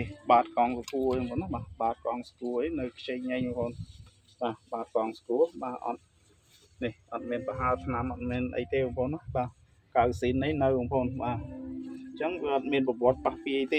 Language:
Khmer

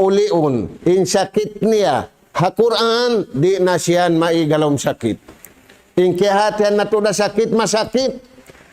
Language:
Tausug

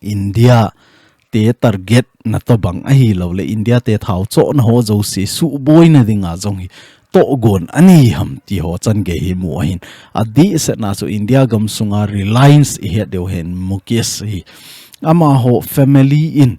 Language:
Thado Chin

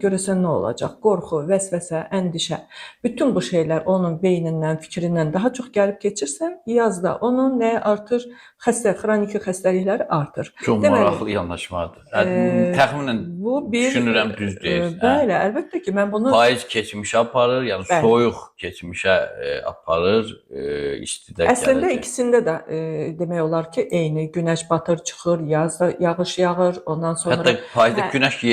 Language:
Azerbaijani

